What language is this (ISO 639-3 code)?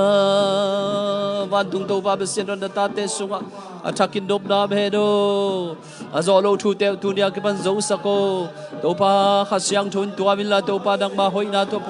ctd